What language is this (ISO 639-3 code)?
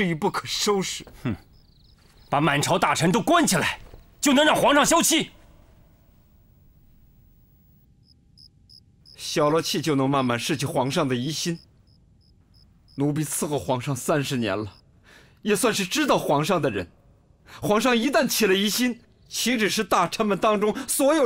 zho